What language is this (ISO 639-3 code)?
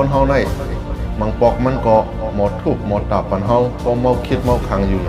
shn